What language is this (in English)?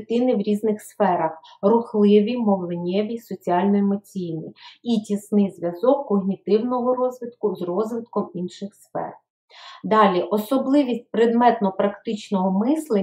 Ukrainian